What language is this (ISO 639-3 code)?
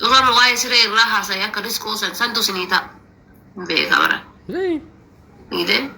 orm